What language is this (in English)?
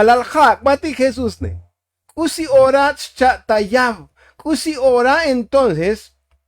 Tzotzil